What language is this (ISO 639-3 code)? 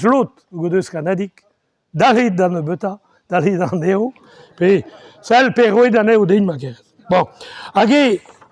bre